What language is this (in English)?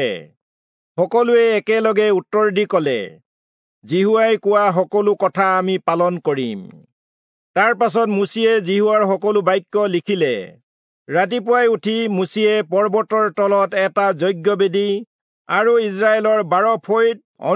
Assamese